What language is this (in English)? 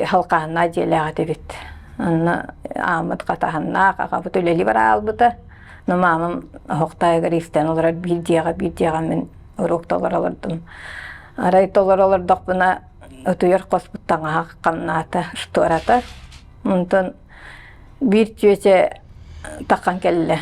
Yakut